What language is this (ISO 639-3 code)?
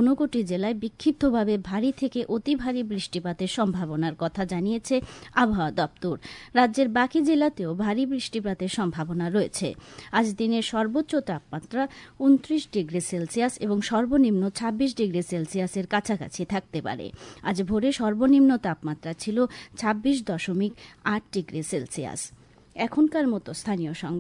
ben